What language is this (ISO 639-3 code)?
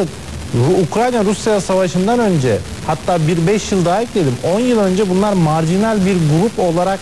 tur